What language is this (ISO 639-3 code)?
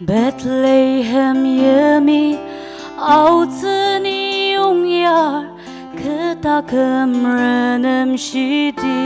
njo